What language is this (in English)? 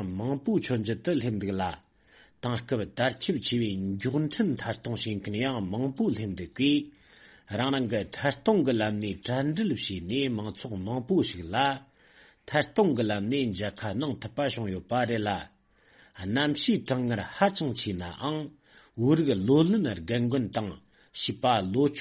Tibetan